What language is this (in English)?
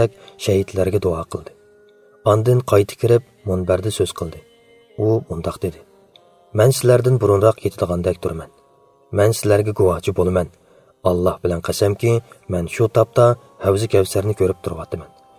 Uyghur